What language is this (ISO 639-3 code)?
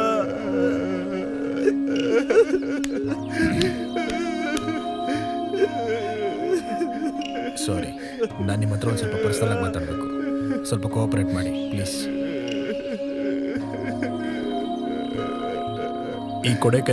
kan